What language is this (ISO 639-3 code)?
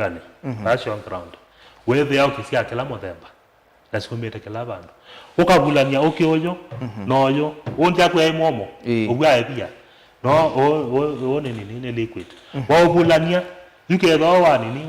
kam